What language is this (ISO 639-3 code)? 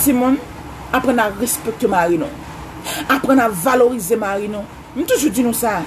hat